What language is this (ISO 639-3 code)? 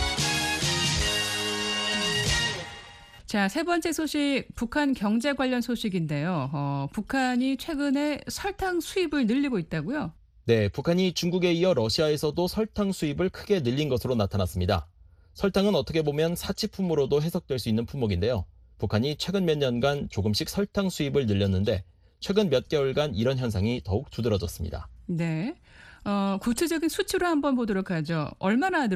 kor